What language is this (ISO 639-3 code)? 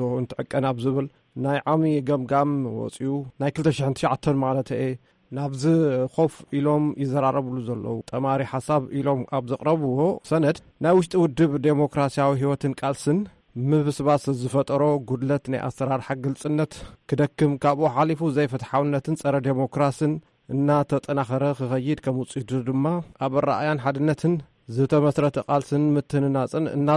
tir